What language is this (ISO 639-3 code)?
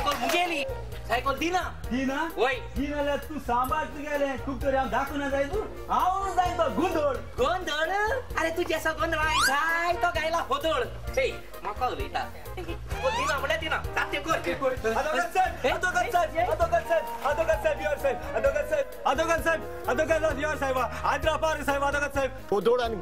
kok